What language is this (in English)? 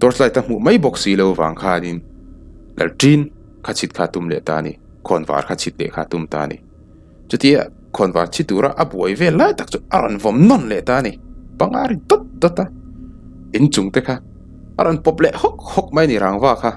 Mizo